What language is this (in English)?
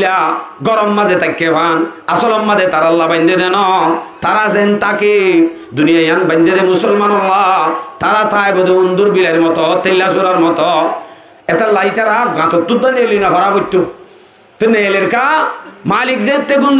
Rohingya